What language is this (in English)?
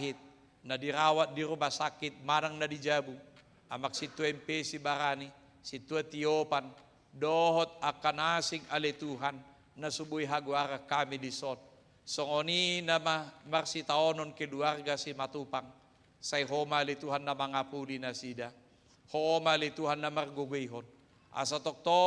Batak Toba